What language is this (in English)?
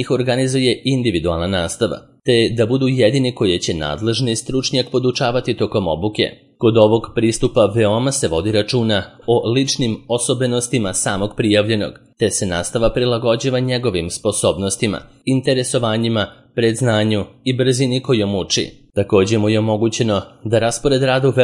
Serbian